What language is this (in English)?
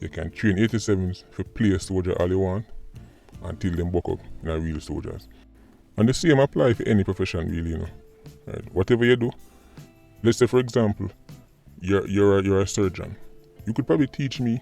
Jamaican Creole English